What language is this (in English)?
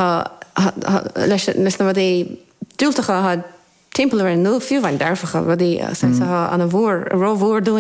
Irish